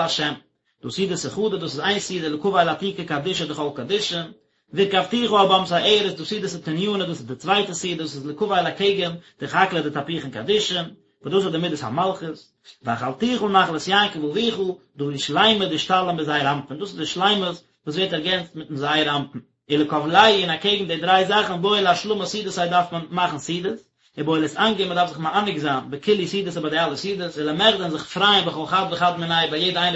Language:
Yiddish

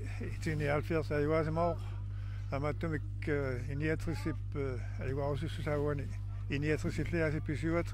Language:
Kalaallisut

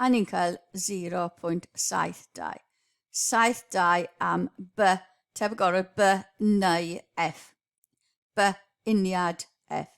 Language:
Welsh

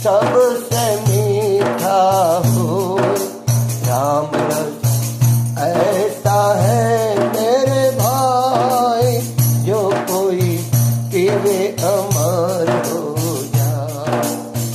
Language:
Gujarati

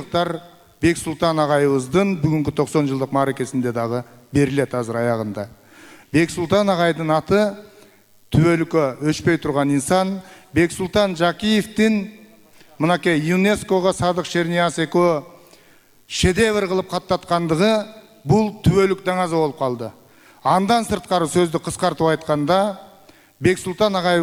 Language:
Kyrgyz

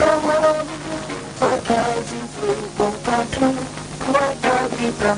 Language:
Gusii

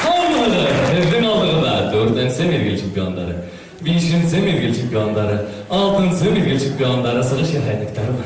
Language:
Bashkir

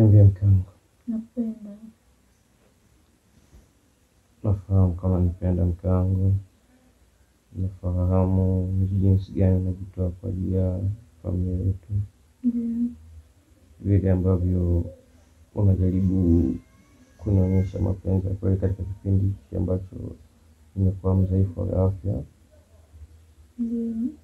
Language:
Swahili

